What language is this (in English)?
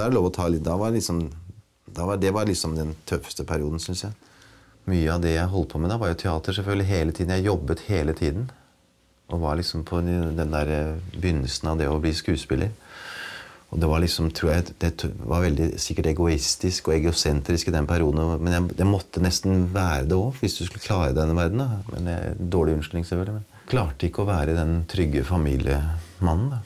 Norwegian